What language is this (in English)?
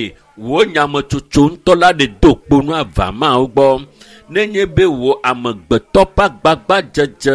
Ewe